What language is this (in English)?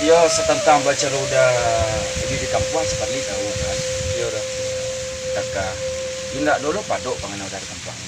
Minangkabau